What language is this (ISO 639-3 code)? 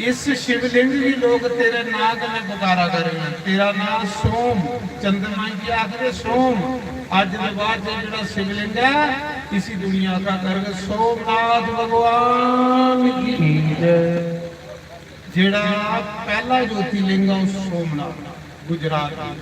doi